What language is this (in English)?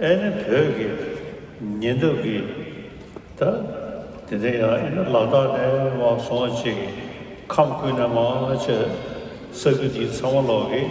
Tibetan